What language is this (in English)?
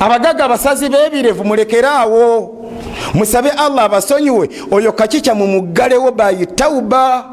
Ganda